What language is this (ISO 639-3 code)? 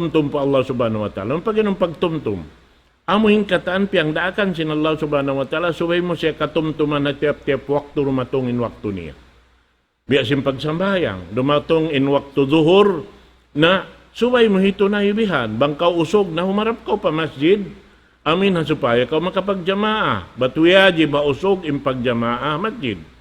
tsg